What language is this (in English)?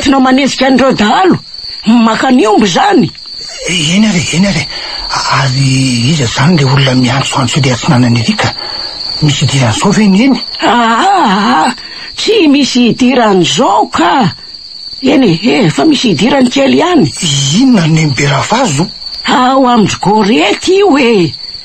Malagasy